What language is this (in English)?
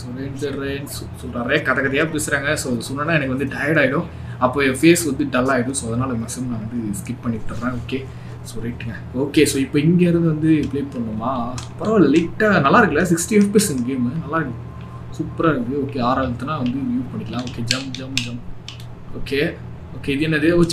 Tamil